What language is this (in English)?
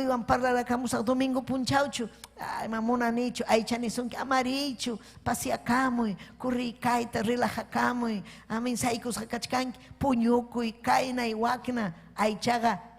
Ayacucho Quechua